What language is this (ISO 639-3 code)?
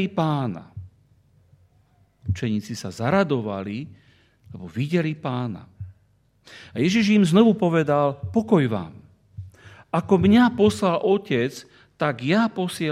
slk